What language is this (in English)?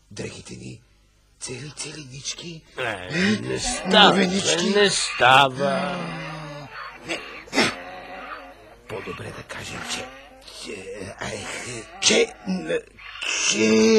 Bulgarian